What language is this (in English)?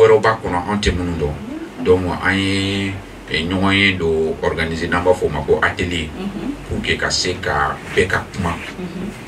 Bambara